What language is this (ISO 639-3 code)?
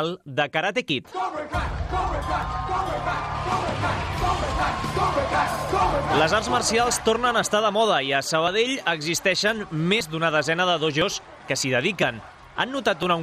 cat